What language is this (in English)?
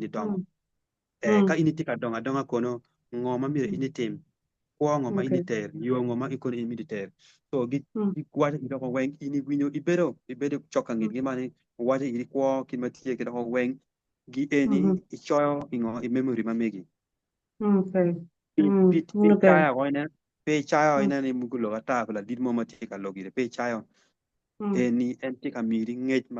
Acoli